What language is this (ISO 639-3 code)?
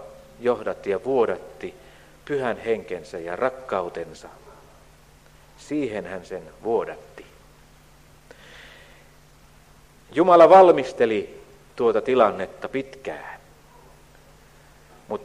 fin